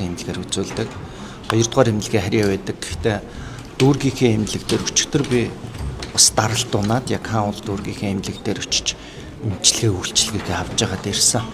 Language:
Mongolian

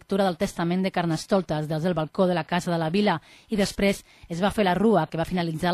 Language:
Catalan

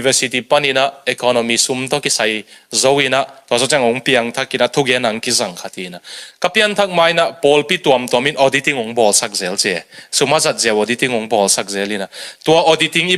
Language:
Tedim Chin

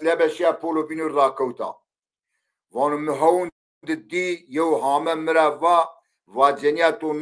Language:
Zaza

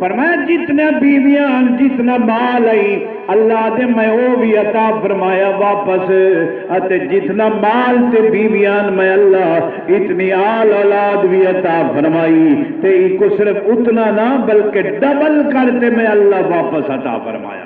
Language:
Saraiki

